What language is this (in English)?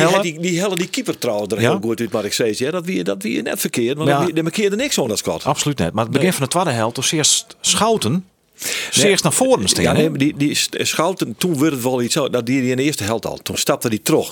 Western Frisian